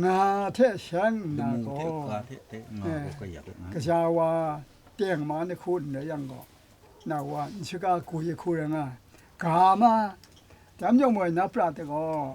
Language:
Kachin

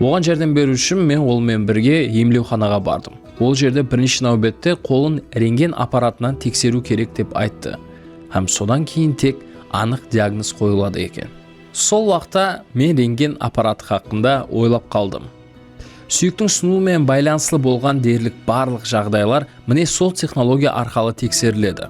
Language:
Kara-Kalpak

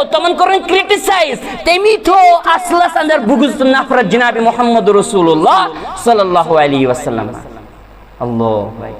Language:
Kashmiri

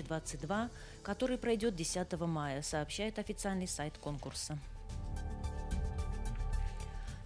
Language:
Russian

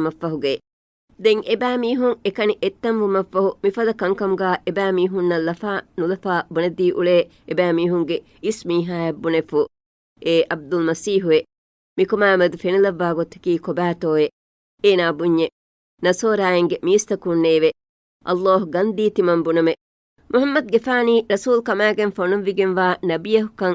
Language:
Divehi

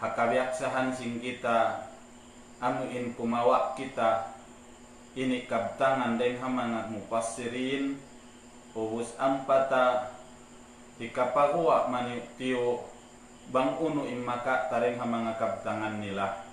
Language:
Tausug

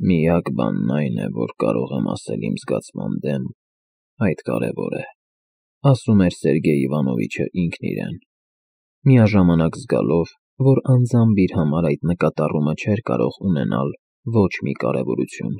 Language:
Armenian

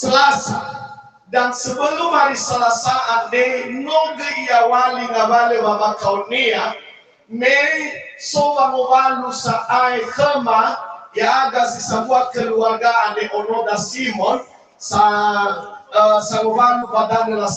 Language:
Nias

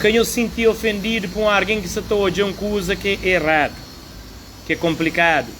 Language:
Kabuverdianu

